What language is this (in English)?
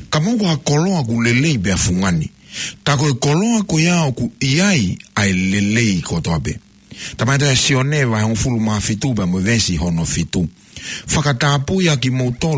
Tongan